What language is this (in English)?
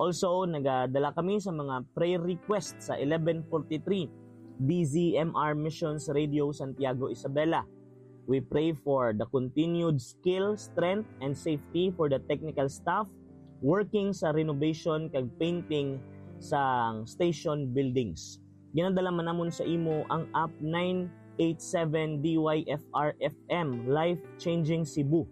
Hiligaynon